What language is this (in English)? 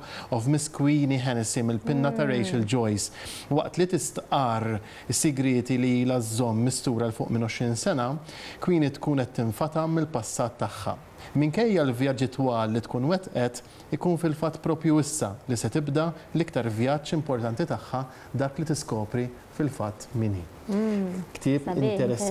Maltese